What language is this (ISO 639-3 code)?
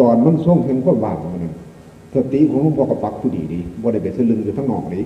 tts